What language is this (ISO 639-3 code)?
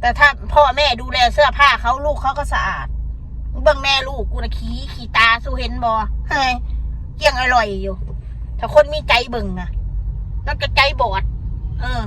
tts